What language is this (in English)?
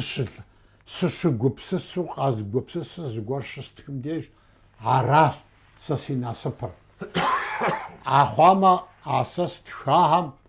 Kabardian